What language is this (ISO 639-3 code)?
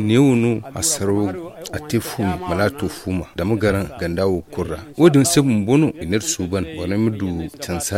dje